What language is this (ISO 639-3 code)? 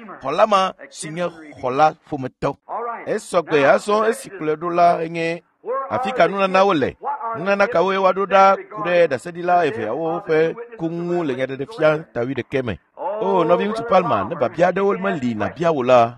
ewe